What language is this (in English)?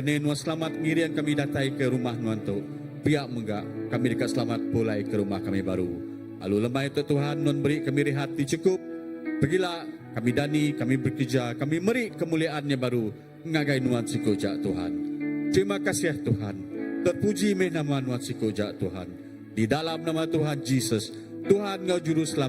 Iban